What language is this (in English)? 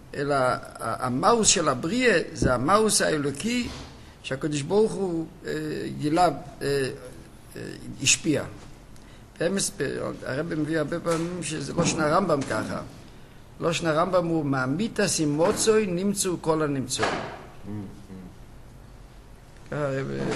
Hebrew